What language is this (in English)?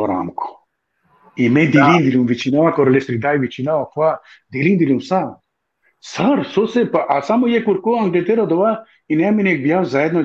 Balkan Romani